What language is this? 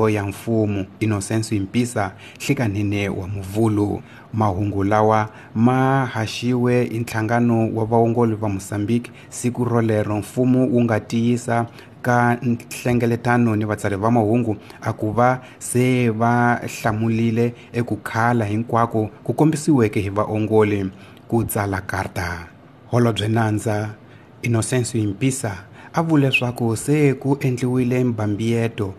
Tsonga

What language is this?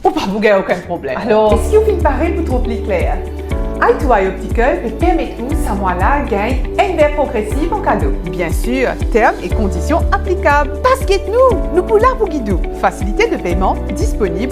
Morisyen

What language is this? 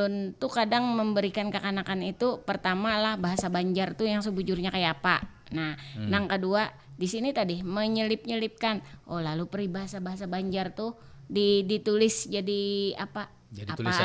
Banjar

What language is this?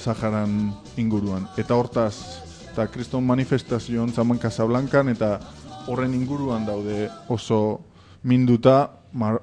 Basque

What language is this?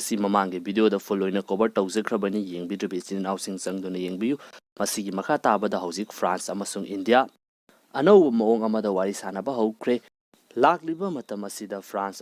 Manipuri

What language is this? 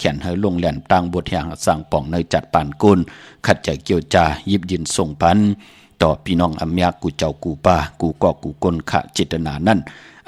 Shan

